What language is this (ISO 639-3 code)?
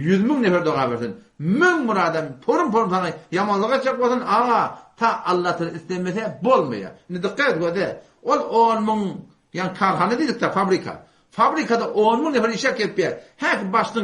tuk